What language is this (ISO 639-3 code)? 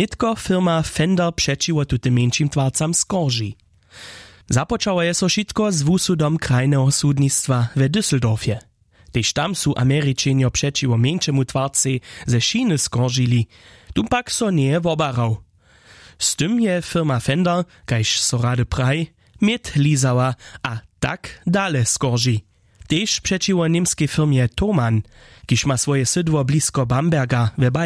hsb